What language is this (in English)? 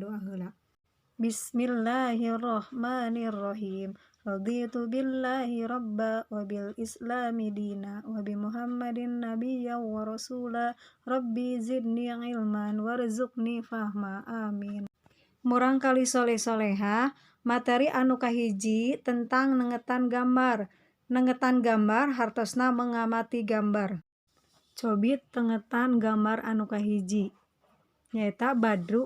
Sundanese